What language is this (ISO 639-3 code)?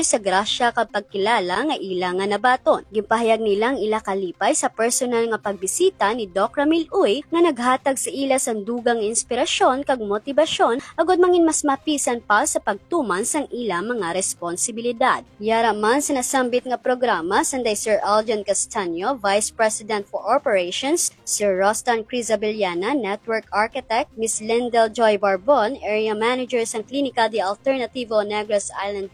hil